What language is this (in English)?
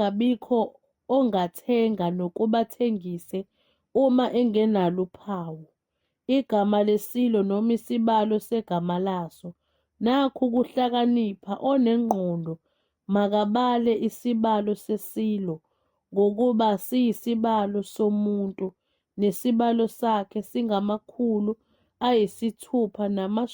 Zulu